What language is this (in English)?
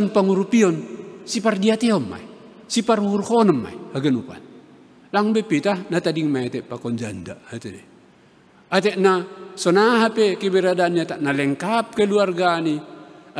Batak Simalungun